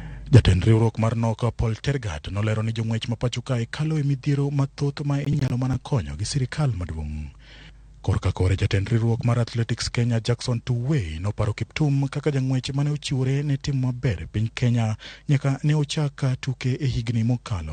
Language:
Luo (Kenya and Tanzania)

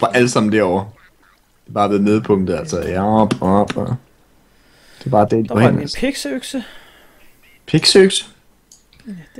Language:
Danish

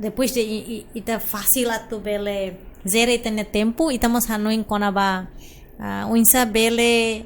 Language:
Tetum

